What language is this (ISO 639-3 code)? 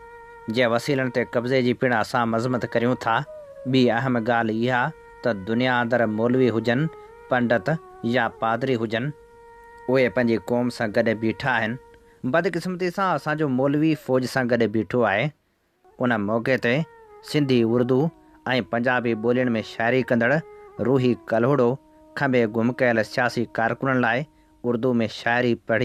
snd